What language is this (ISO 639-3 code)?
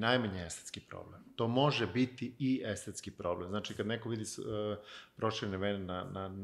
srp